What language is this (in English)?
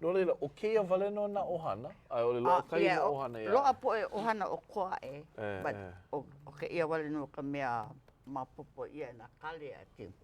Hawaiian